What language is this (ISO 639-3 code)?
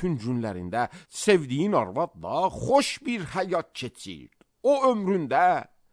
aze